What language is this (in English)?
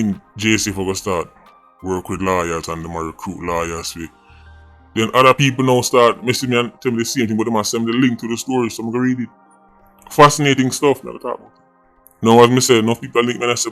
Jamaican Creole English